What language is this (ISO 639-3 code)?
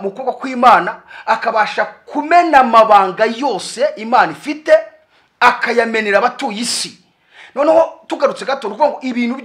kin